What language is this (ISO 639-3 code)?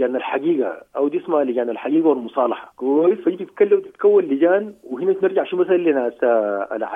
apd